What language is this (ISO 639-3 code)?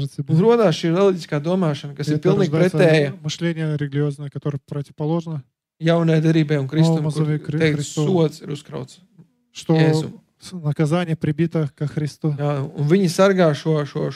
lav